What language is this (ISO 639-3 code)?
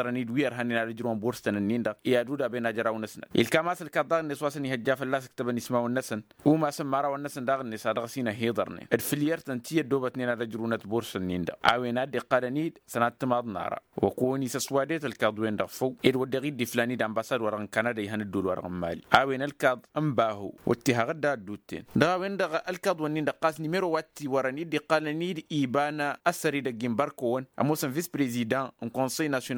taq